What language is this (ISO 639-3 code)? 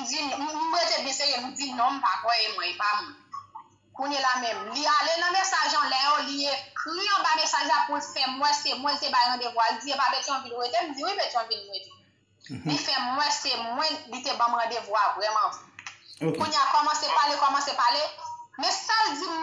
hat